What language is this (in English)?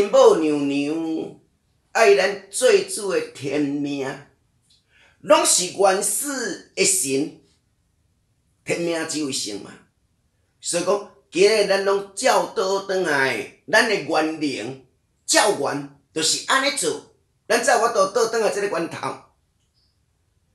Min Nan Chinese